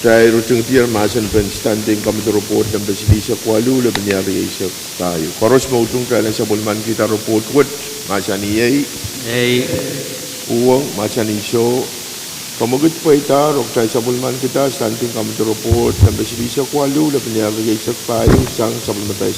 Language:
Pohnpeian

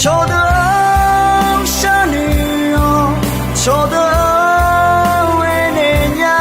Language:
Akha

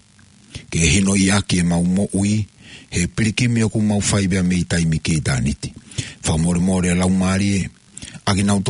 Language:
Tongan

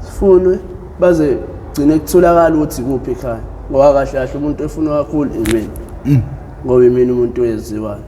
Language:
Zulu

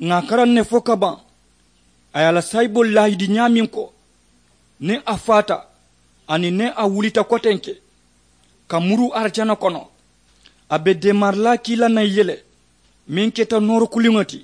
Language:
Mandingo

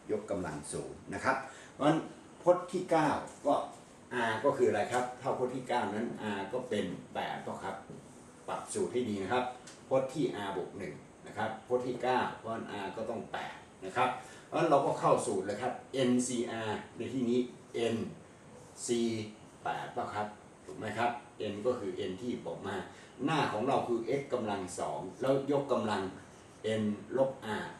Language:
Thai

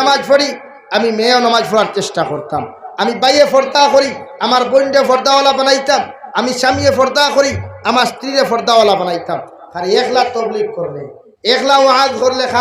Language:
Sylheti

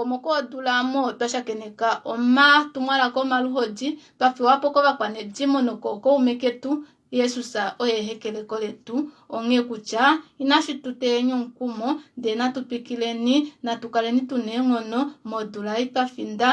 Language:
Kuanyama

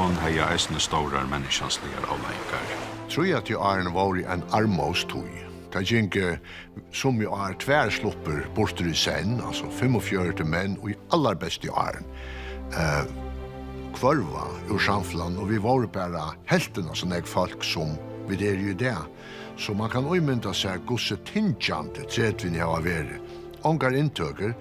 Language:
Faroese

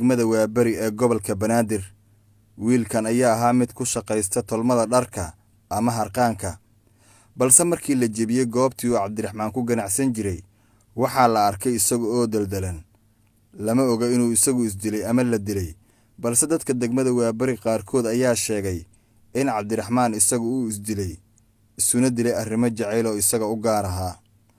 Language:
Somali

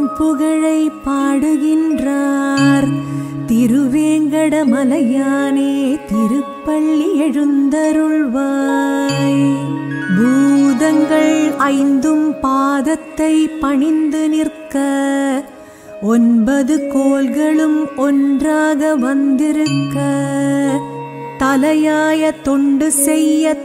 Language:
Tamil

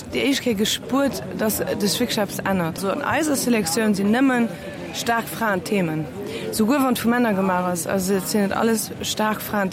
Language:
Luxembourgish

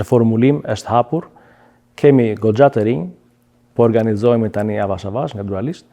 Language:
Albanian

